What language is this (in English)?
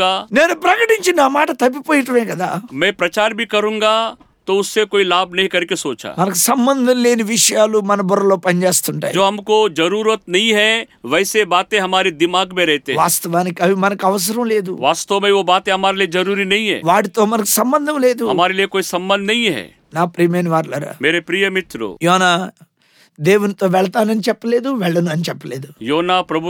Telugu